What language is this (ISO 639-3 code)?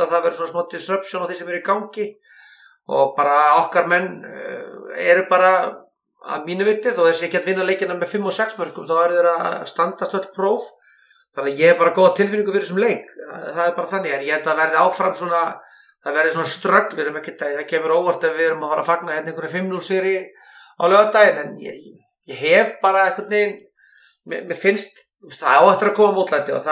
isl